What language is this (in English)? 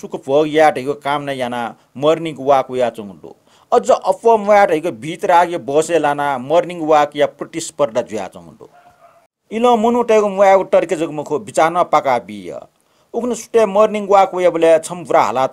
Newari